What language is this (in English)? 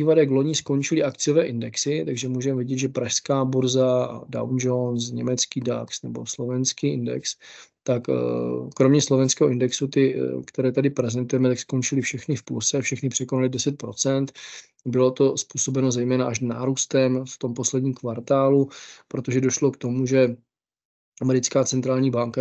Czech